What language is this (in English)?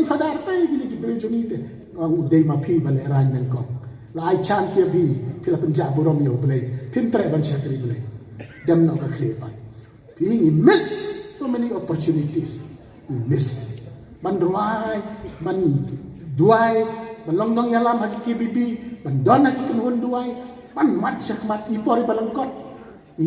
Khasi